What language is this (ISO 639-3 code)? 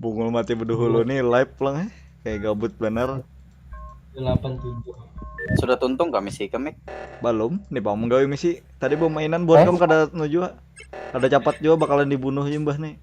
bjn